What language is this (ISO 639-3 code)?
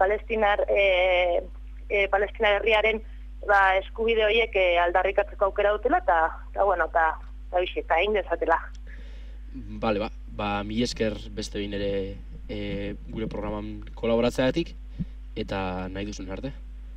eus